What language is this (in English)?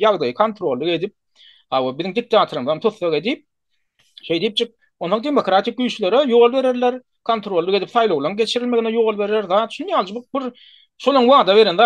Turkmen